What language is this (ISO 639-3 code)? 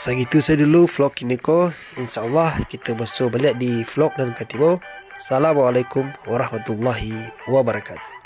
min